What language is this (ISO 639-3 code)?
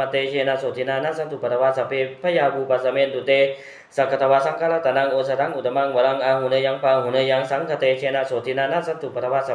pli